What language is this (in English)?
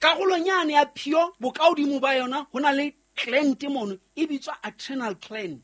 Southern Sotho